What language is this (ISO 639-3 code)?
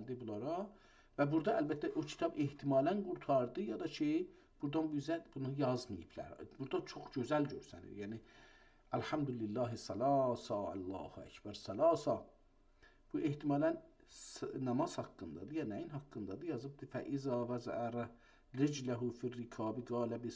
azb